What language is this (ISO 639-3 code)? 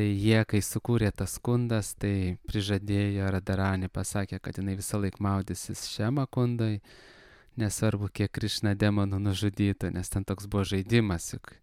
lit